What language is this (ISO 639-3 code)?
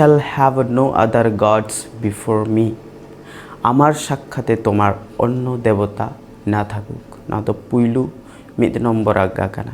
sat